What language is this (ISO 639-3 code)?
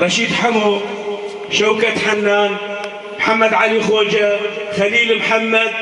kur